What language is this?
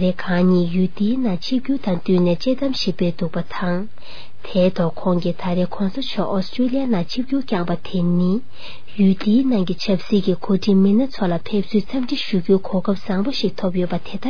Tibetan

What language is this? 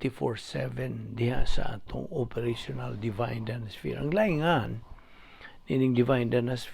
Cebuano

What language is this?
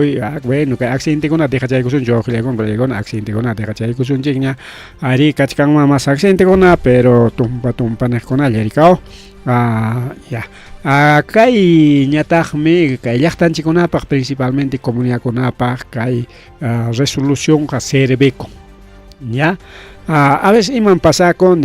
Ayacucho Quechua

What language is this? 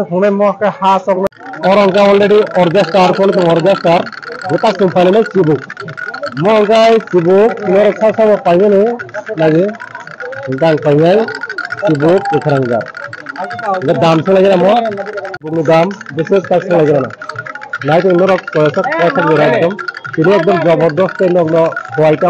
Kok Borok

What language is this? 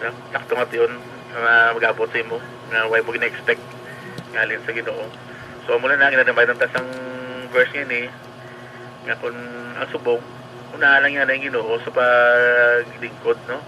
Hiligaynon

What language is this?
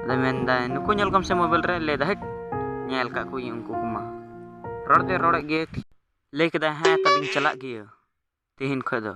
Santali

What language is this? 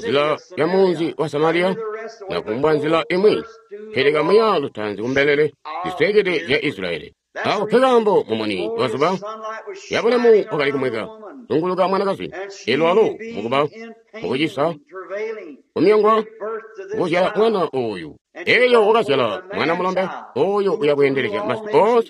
Tonga (Zambia)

